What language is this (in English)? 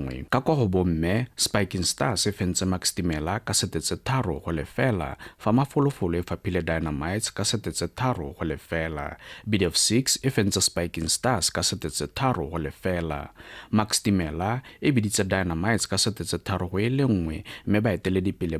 Tswana